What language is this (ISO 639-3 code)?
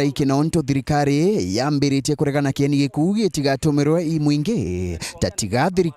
mer